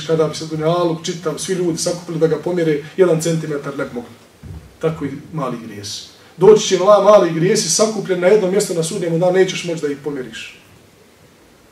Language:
Bosnian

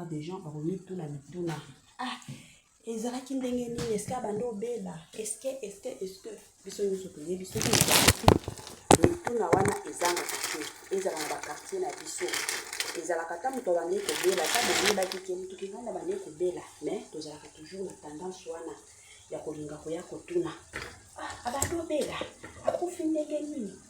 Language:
Lingala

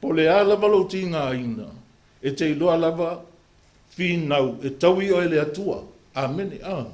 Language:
Samoan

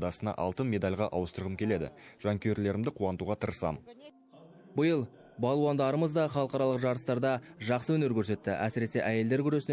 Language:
Kazakh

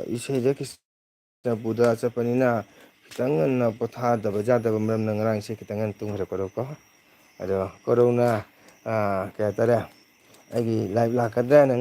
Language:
Manipuri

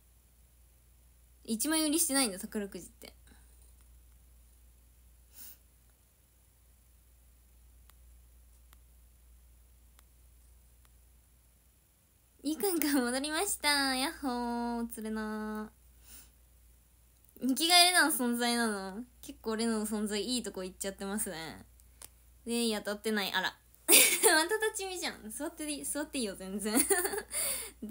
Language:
Japanese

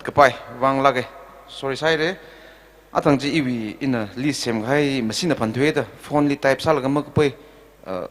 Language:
Tangkhul Naga (India)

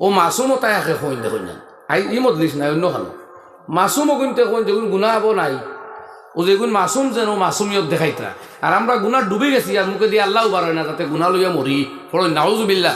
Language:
Sylheti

